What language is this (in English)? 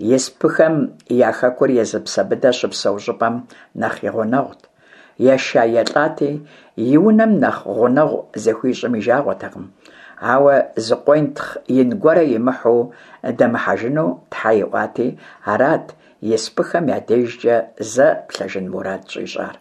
Kabardian